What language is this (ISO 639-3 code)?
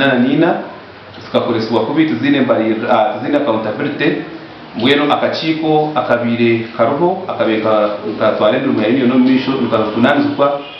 nyn